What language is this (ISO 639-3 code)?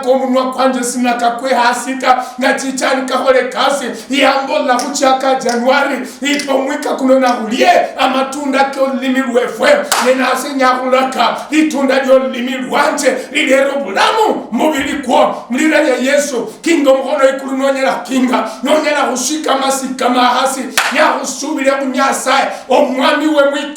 luy